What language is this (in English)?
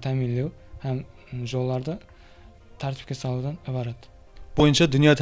Kara-Kalpak